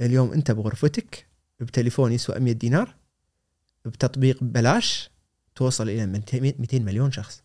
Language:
Gulf Arabic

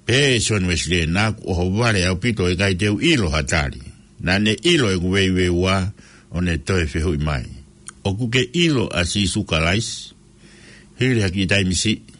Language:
Tongan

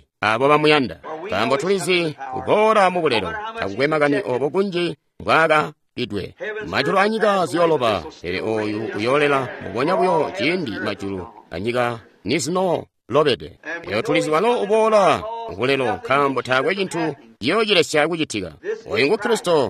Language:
Tonga (Zambia)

